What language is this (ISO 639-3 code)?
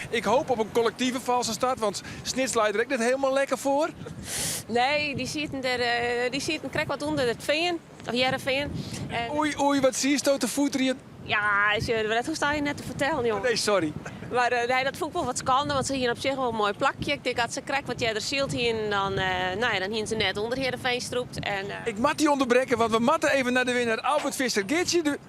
fry